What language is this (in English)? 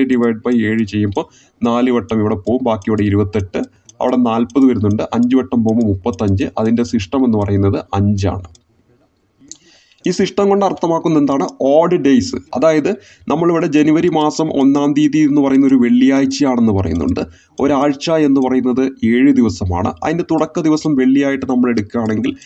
Malayalam